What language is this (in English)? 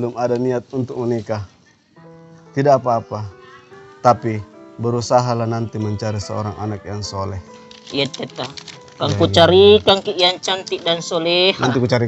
Makassar Malay